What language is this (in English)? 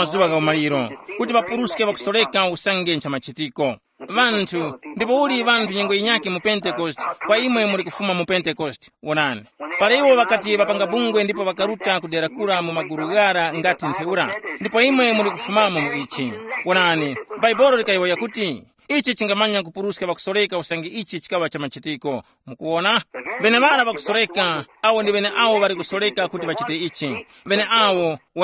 Tumbuka